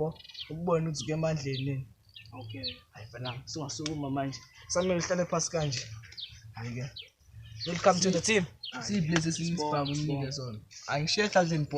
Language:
Zulu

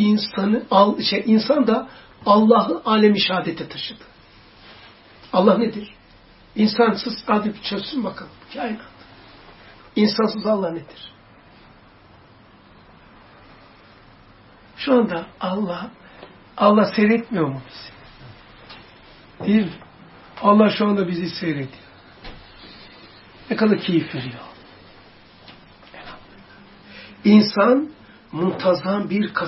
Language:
Turkish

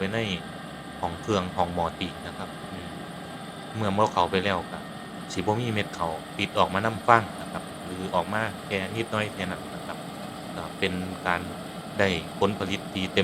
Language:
Northeastern Thai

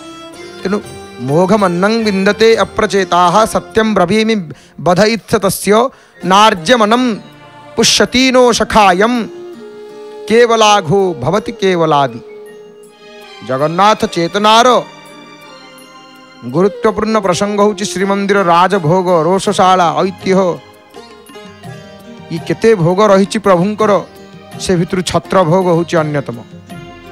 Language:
Odia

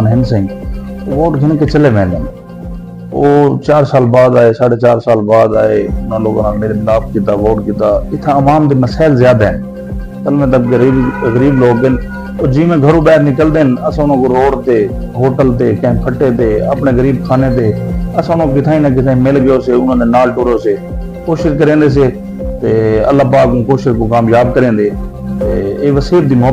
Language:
Saraiki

